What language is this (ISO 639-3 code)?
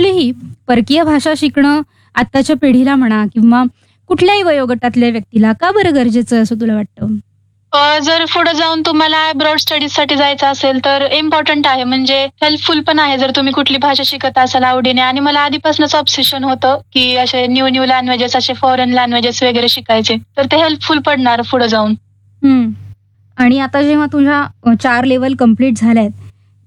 mar